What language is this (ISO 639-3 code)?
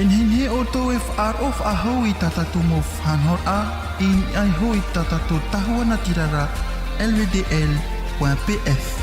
tah